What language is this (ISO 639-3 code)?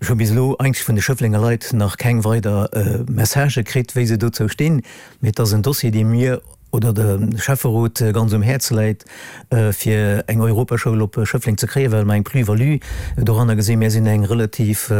ltz